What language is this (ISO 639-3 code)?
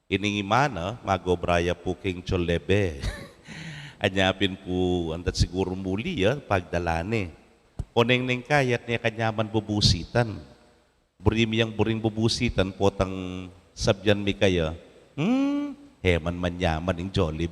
pam